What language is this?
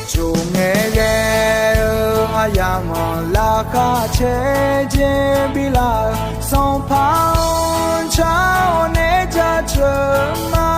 Akha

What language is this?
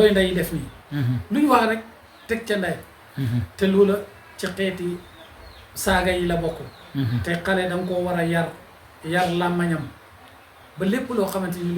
Wolof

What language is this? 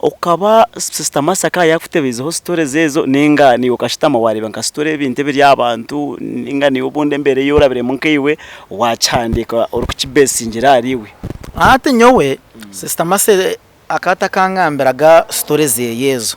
Nyankole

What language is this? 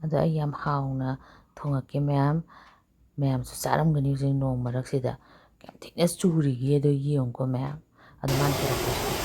Manipuri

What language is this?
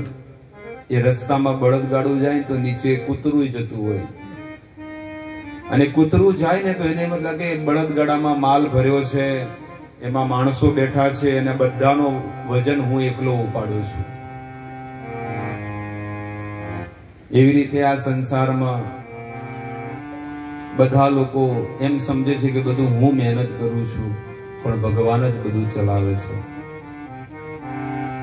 Gujarati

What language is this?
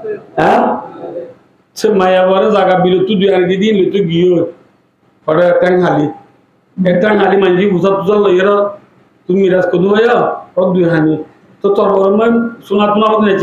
Rohingya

